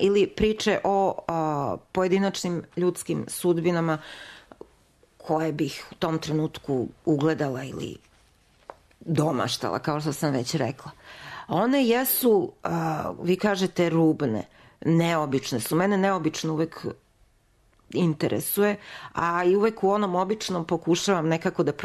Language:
Serbian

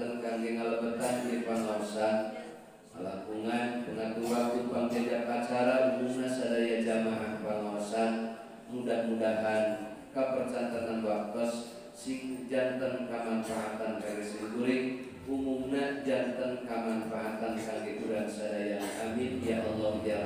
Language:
Sundanese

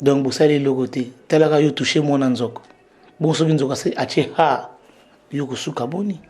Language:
Lingala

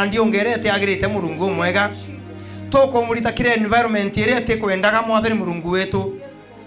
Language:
Meru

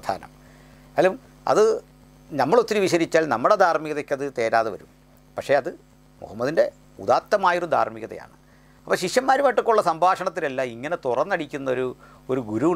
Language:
Malayalam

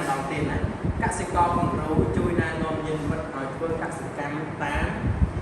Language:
Khmer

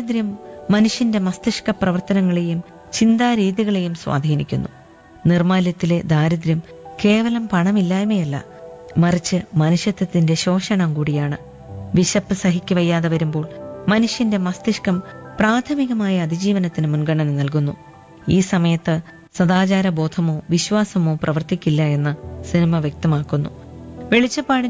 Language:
Malayalam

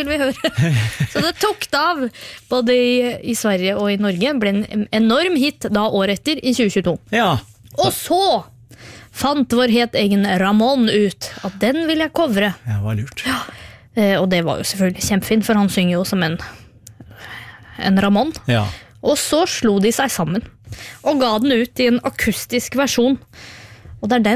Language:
Norwegian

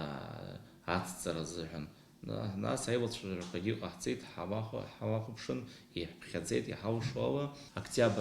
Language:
Abkhazian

